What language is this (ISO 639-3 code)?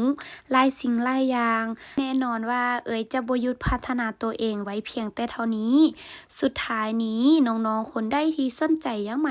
lao